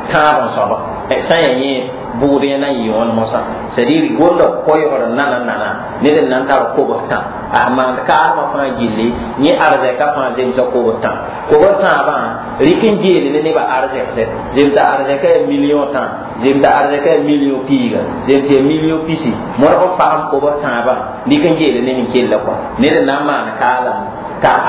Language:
Mossi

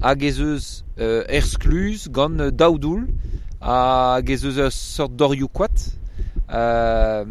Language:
Breton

